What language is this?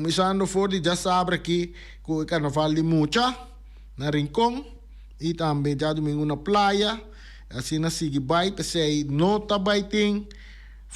Papiamento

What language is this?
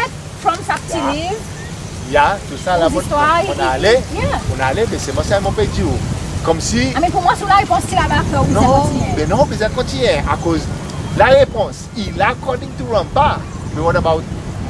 Seselwa Creole French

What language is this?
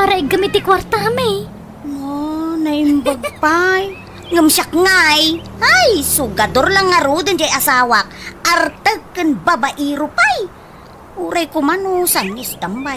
Iloko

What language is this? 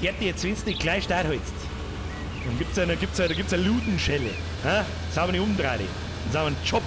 Bavarian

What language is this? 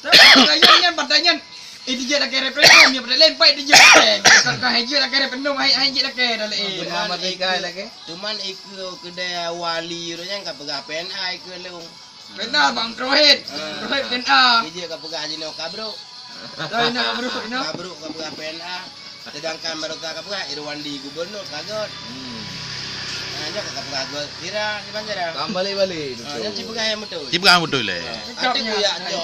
Achinese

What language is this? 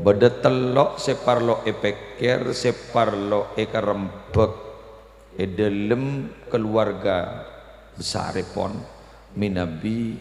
Madurese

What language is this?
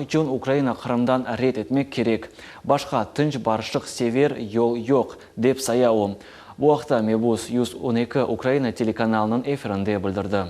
Crimean Tatar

